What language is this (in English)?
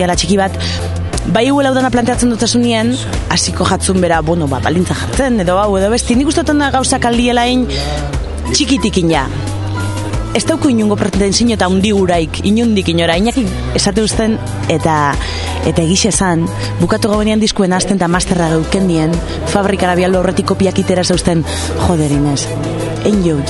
Basque